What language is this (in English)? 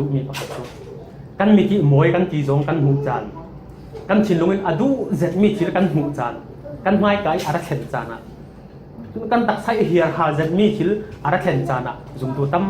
Falam Chin